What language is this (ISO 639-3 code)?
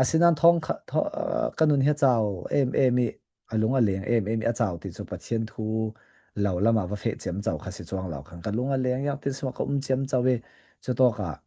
cfm